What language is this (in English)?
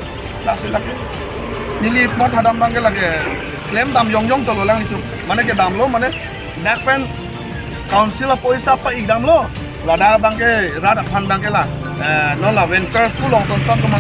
Karbi